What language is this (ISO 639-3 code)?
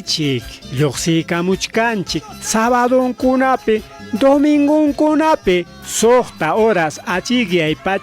quy